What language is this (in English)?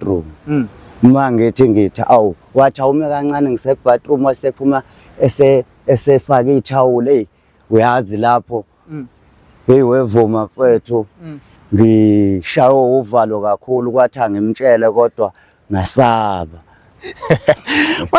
Zulu